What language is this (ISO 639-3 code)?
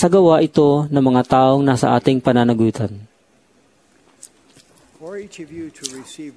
fil